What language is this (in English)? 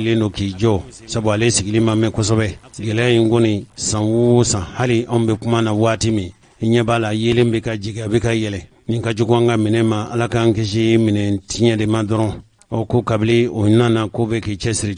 Bambara